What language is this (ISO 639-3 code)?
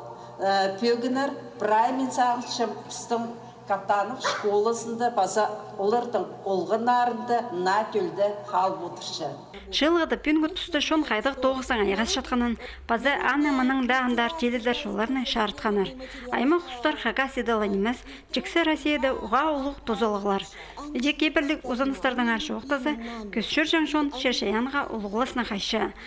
kjh